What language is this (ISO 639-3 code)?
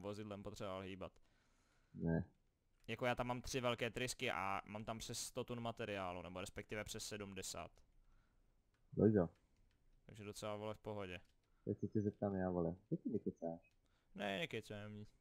ces